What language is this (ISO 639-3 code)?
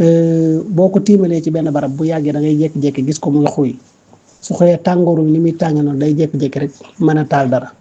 wol